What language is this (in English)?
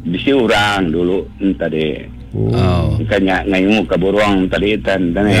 Iban